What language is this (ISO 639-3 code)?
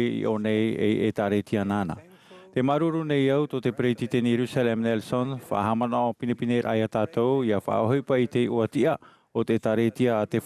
tah